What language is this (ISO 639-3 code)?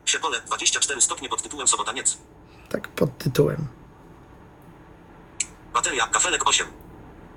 pol